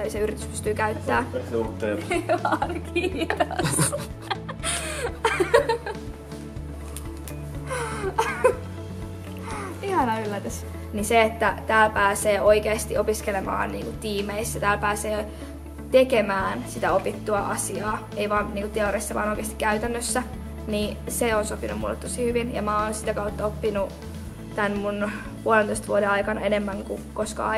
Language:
Finnish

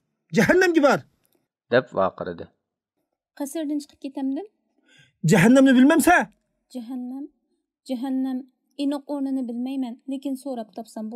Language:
Uyghur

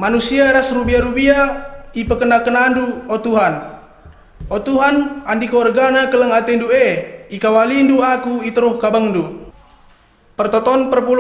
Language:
Batak Karo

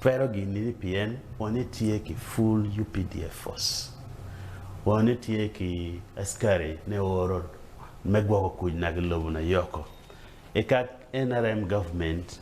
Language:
Acoli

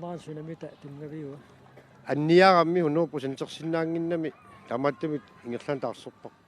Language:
Kalaallisut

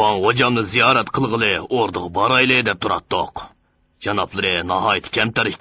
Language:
Uyghur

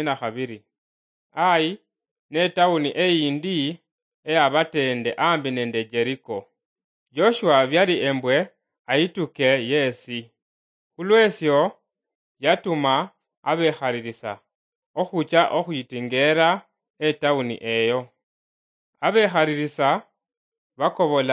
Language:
Luyia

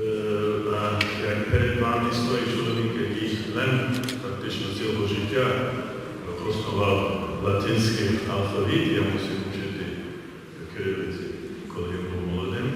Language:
Rusyn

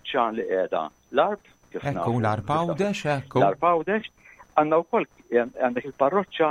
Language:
Maltese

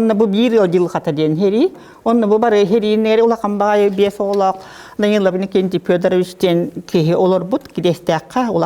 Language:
Yakut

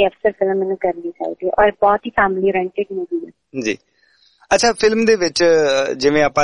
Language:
Punjabi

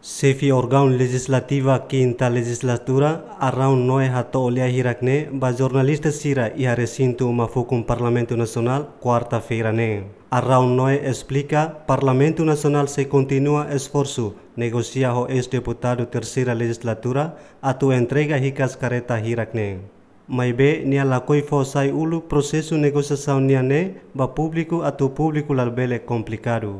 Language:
Tetum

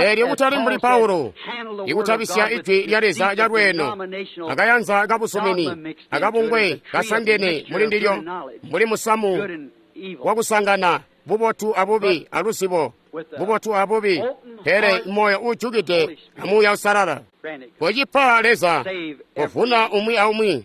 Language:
Tonga (Zambia)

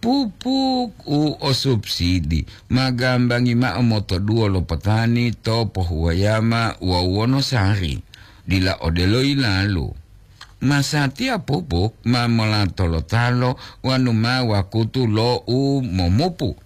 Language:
Gorontalo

